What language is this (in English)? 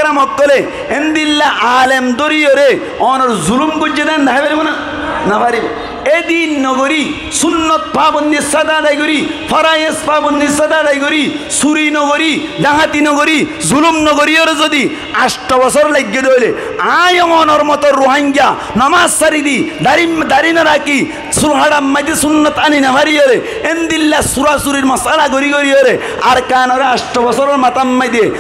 Rohingya